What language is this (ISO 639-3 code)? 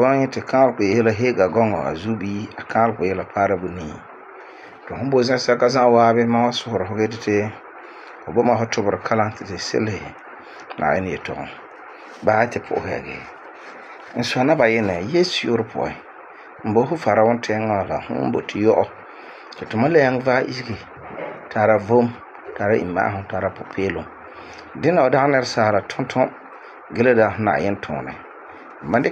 gur